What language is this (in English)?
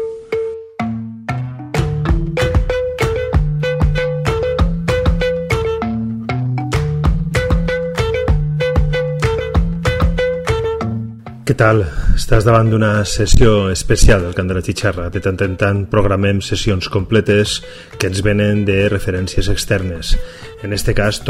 Catalan